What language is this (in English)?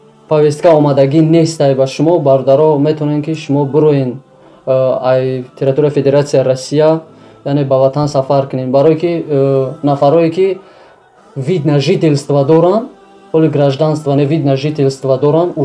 Tajik